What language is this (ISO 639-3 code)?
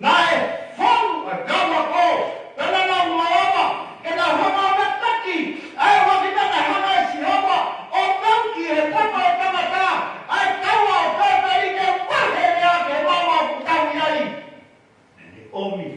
ton